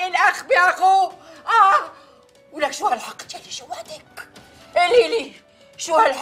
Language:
North Levantine Arabic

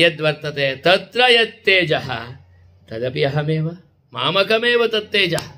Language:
Sanskrit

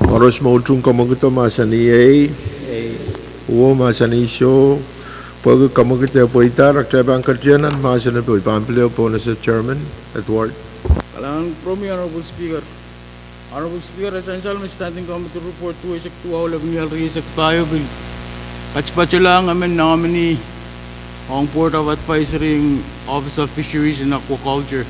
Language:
Pohnpeian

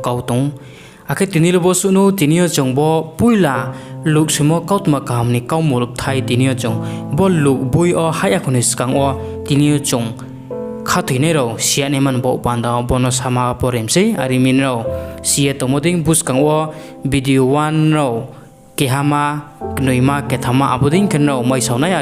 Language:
Riang (India)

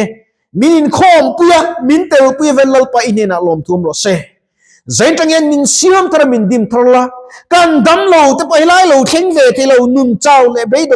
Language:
Mizo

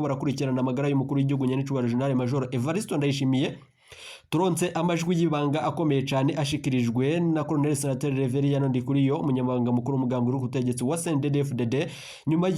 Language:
Rundi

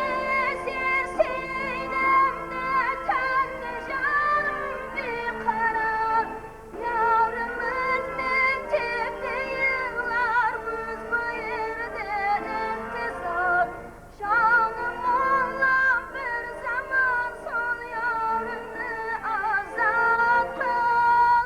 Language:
Kara-Kalpak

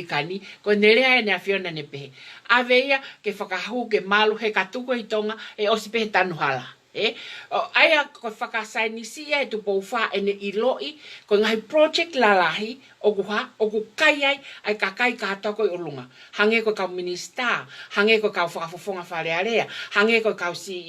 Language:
Tongan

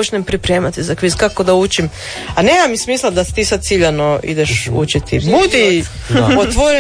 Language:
Croatian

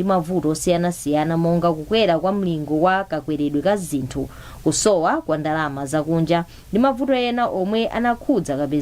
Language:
Nyanja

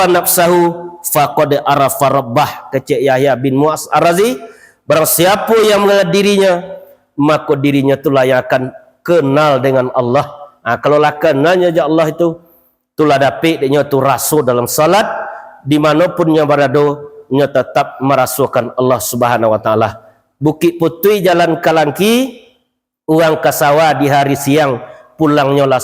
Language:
Minangkabau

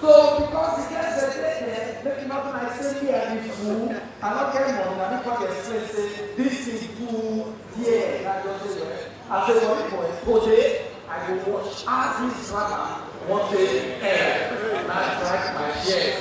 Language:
Nigerian Pidgin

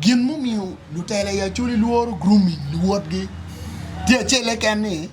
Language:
Acoli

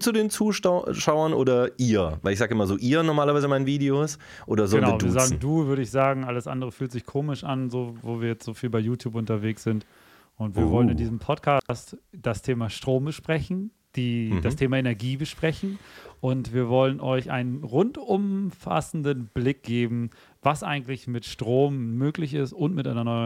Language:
German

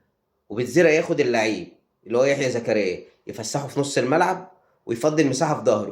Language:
Egyptian Arabic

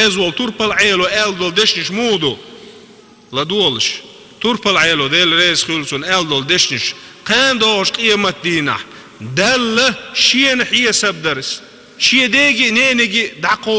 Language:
Chechen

